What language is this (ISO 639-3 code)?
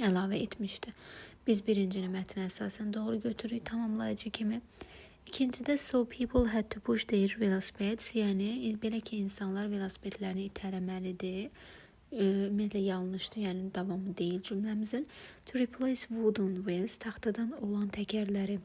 aze